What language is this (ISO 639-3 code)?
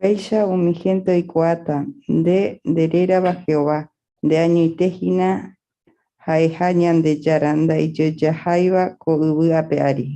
grn